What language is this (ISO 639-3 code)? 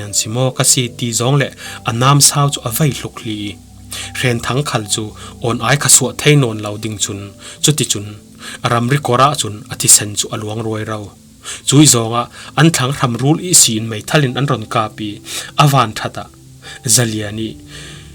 cfm